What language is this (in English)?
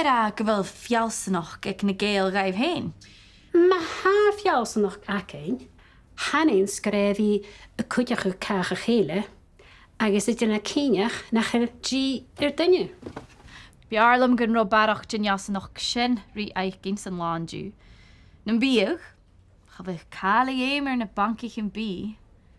Scottish Gaelic